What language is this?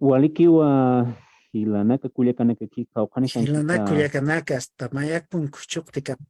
Aymara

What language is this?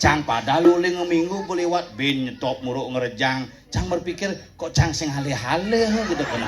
Balinese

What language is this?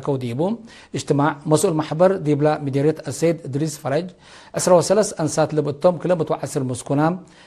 Tigre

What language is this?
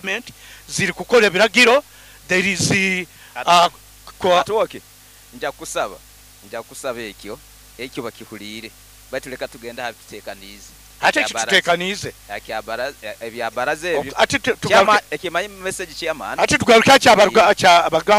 Nyoro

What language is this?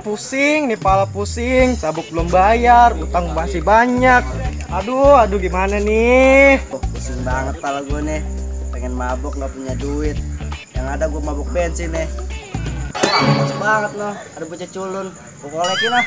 Betawi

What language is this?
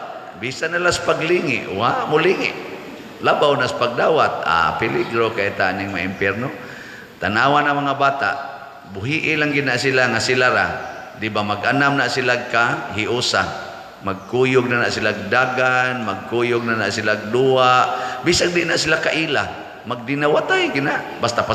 Cebuano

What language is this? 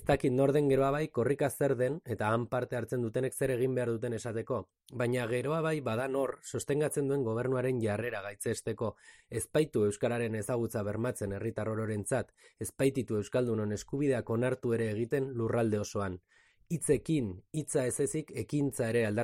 Basque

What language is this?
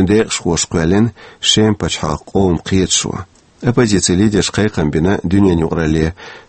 Chechen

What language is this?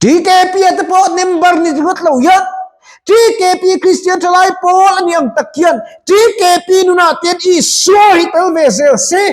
Mizo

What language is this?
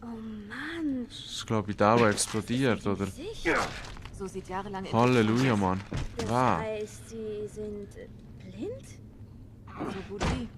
Swiss German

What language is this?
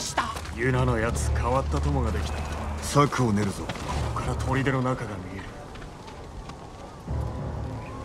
Japanese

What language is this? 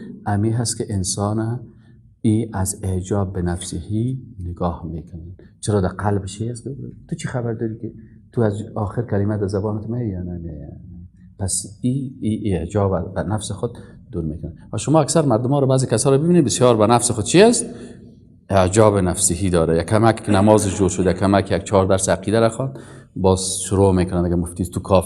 Persian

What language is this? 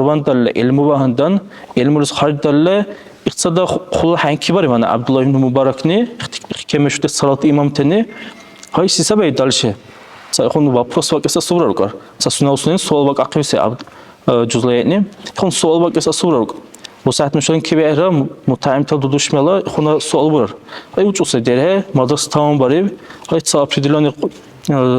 Dargwa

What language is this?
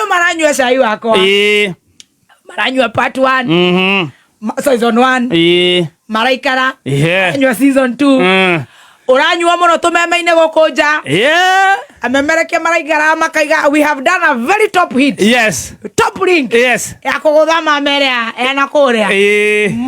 Kikuyu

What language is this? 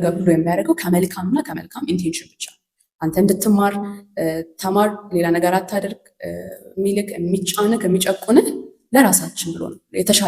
Amharic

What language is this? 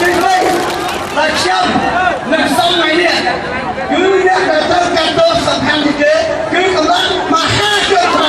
Khmer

